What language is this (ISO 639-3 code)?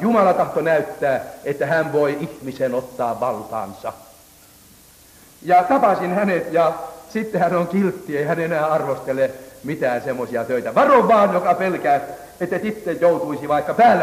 fin